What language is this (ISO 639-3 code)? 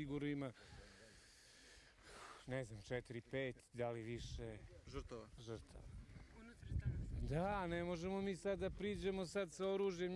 srp